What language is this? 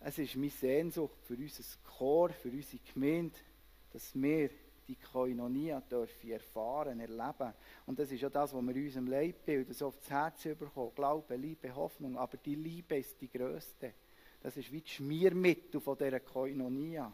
Swiss German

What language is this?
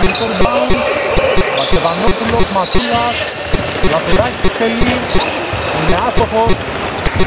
Greek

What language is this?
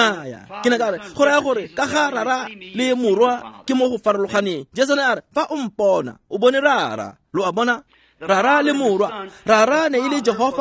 Tswana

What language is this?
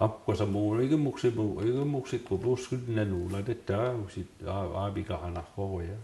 Mi'kmaw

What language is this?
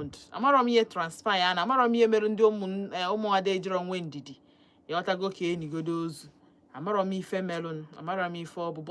Igbo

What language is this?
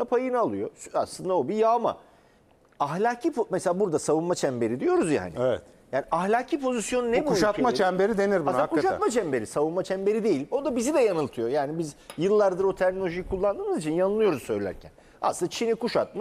Turkish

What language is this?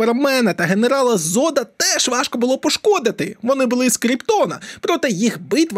Ukrainian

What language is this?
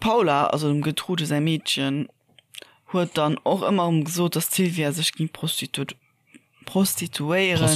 Luxembourgish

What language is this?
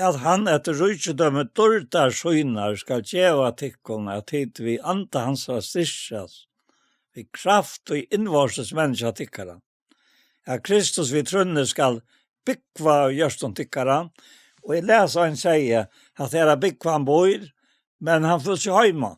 Faroese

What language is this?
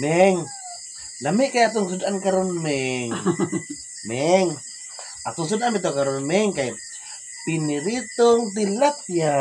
Cebuano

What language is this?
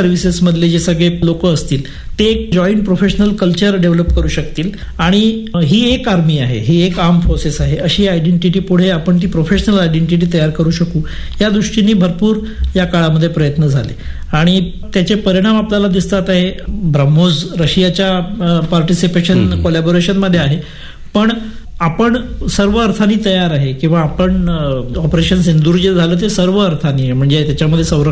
Marathi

